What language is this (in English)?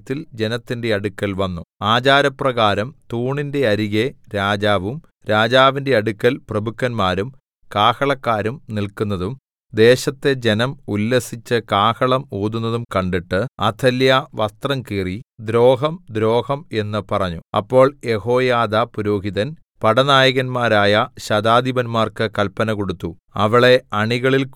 Malayalam